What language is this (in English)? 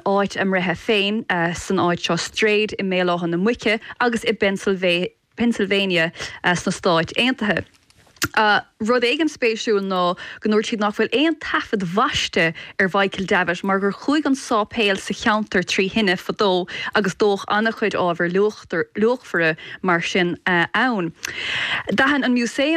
Irish